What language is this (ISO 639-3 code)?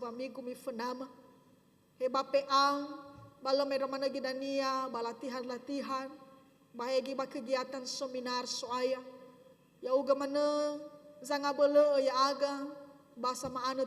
nia